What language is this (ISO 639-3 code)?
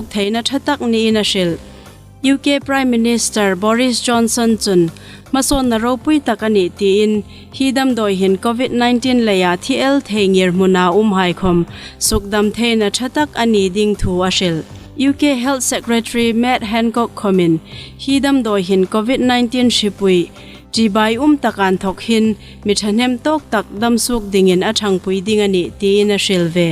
hmr